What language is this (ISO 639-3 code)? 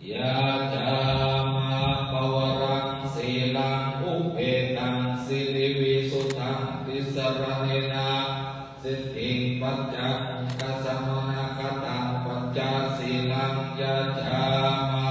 pli